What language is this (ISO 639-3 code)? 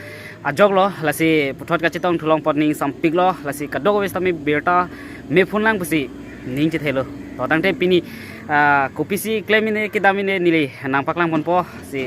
mjw